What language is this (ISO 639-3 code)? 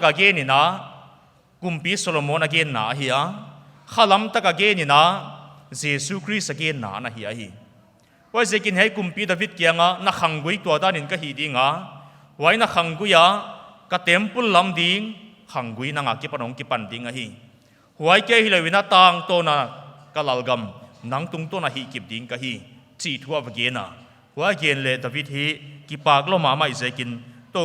pck